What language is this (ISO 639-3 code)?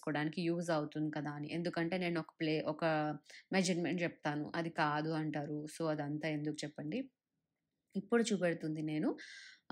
tel